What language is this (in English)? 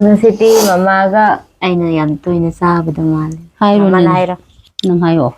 Manipuri